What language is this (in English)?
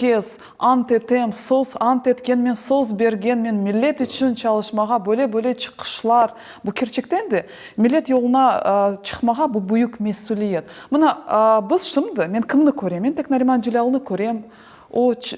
Crimean Tatar